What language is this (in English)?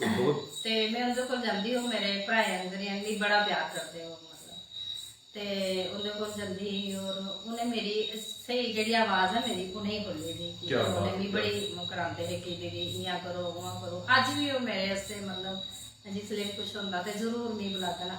Dogri